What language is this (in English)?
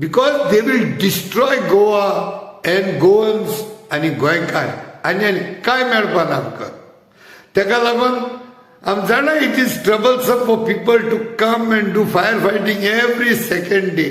Konkani